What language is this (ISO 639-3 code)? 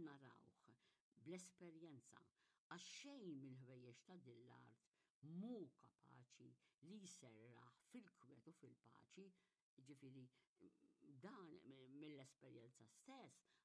mlt